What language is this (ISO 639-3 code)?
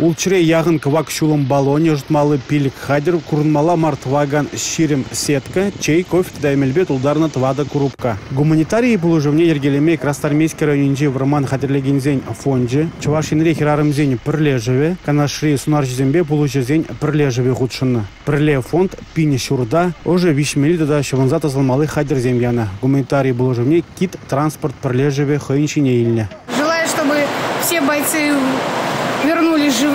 chv